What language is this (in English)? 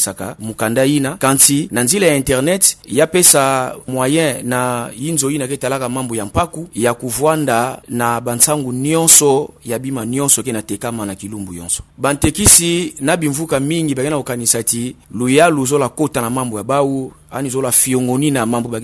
Kituba (Democratic Republic of Congo)